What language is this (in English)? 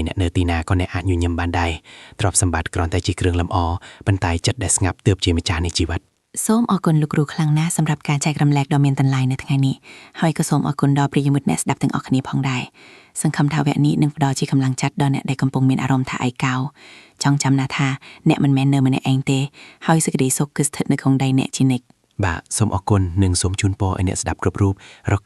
Khmer